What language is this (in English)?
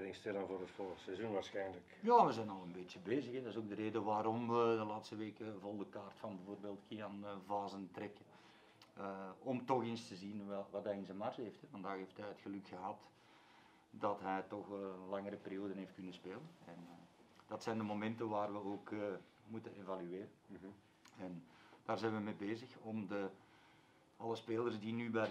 Dutch